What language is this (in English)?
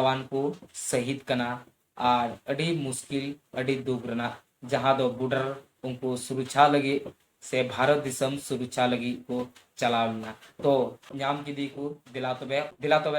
Santali